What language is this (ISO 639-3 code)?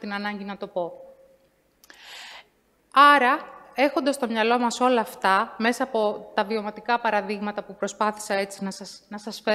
ell